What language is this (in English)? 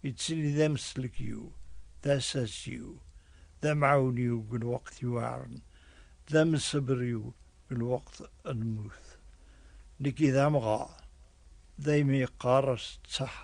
Kabyle